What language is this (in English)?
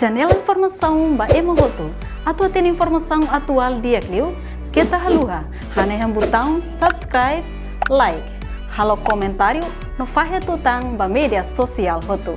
Tetum